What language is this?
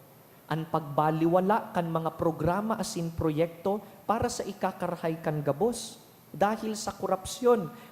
Bikol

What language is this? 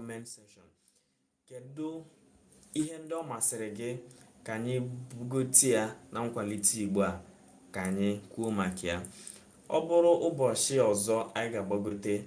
Igbo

